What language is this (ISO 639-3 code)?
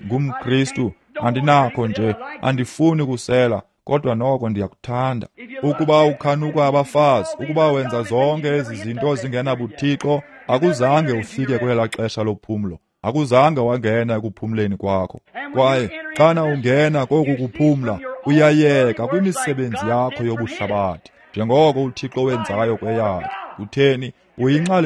xho